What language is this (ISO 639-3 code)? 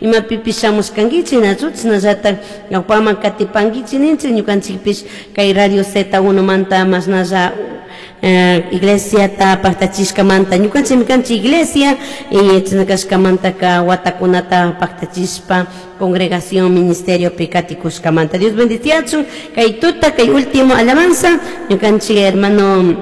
qug